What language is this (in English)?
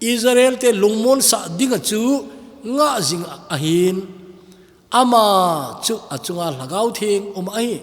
Thado Chin